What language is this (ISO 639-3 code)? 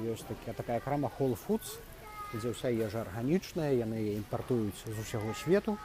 bel